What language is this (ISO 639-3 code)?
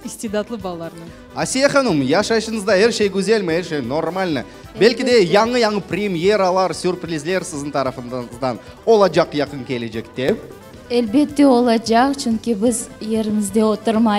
crh